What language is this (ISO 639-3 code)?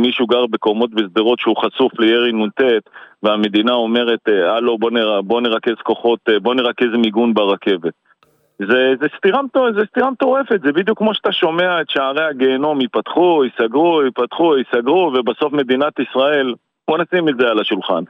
heb